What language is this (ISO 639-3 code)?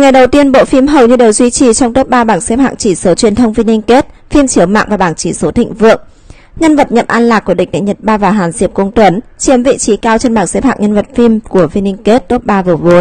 vie